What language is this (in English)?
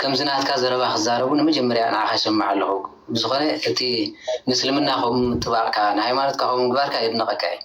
Tigrinya